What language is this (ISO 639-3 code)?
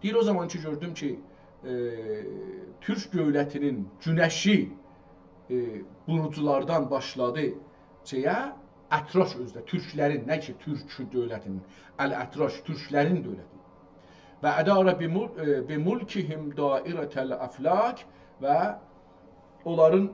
azb